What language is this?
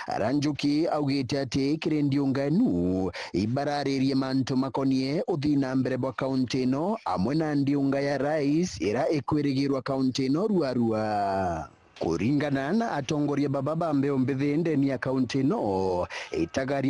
Meru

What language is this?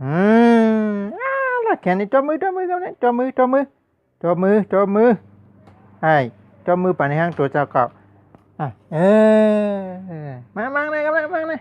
Shan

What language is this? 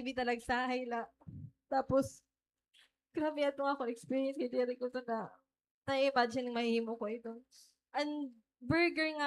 Waray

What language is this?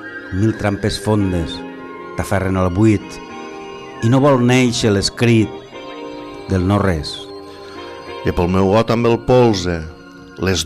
Catalan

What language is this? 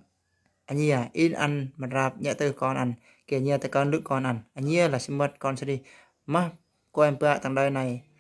Eastern Bru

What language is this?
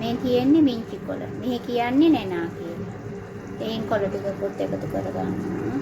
Sinhala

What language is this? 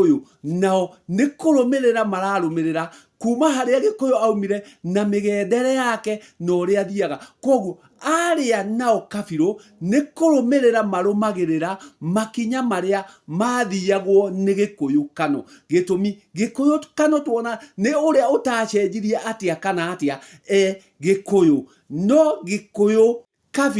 Kikuyu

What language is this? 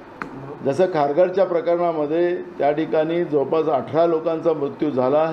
Marathi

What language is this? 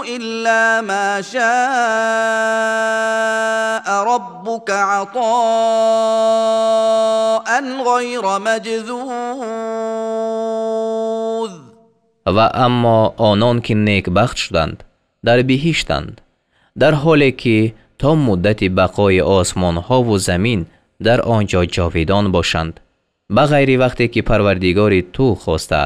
Tajik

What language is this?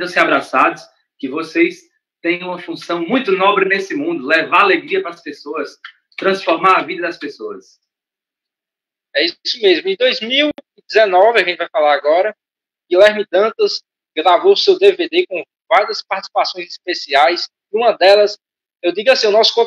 Portuguese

